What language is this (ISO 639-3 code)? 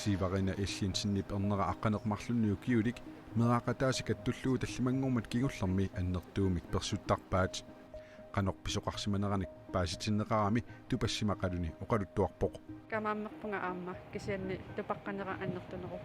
kal